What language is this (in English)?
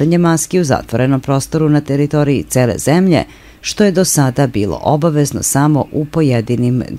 Serbian